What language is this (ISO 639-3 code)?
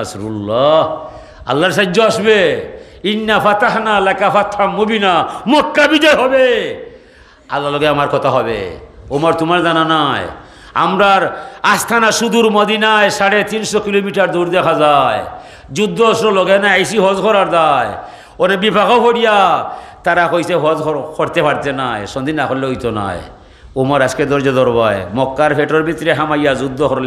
syl